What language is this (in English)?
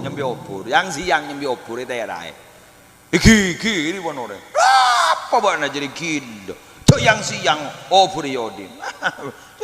Madurese